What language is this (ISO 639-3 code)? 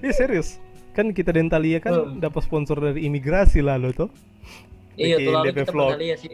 xmm